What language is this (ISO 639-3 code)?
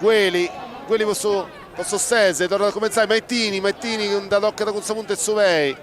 srd